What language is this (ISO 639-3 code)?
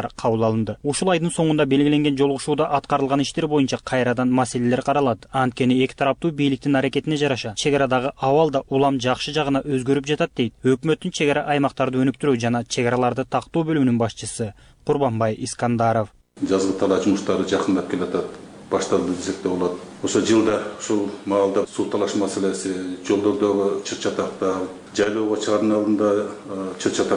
kir